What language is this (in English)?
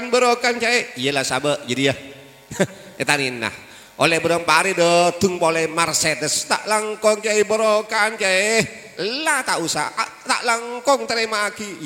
Madurese